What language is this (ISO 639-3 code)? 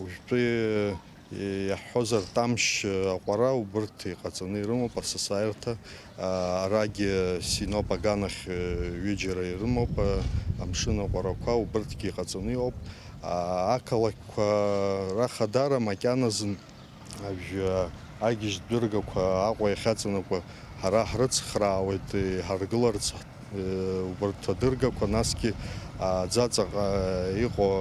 abk